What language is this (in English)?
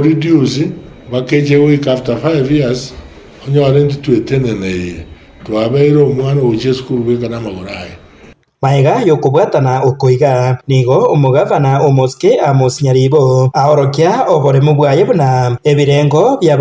Gusii